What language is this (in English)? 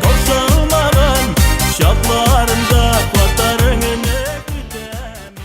Tatar